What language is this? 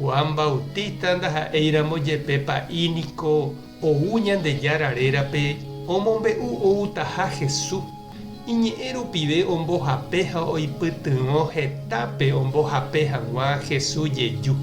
Guarani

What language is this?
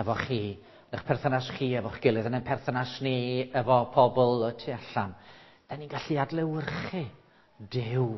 Welsh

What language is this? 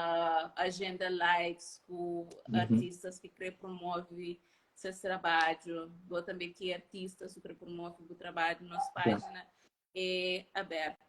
Kabuverdianu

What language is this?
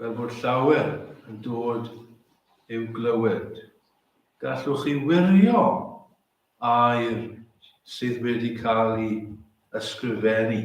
Welsh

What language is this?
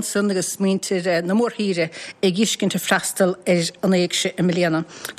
Irish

